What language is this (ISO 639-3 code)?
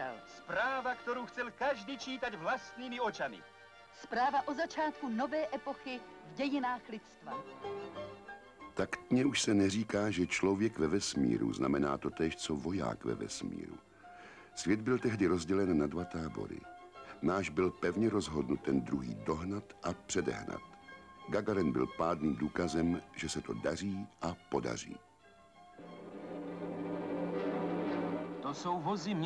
ces